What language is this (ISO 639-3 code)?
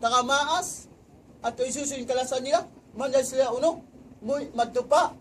tsg